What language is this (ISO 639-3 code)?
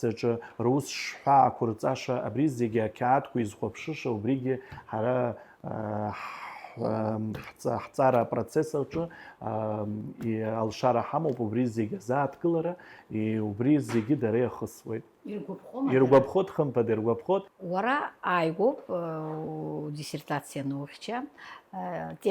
abk